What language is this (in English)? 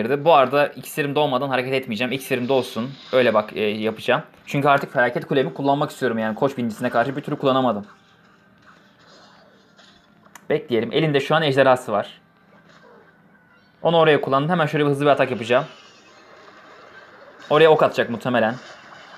Turkish